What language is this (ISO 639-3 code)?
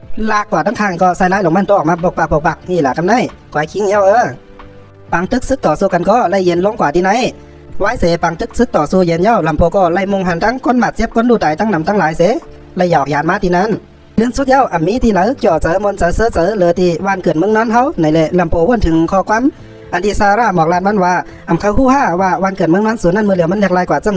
shn